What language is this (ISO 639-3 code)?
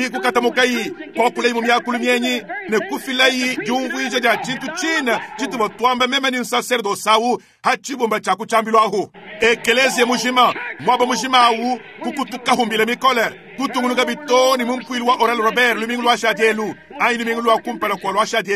lua